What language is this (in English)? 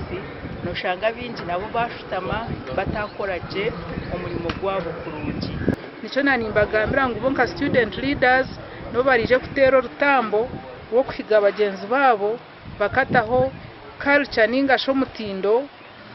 Nyankole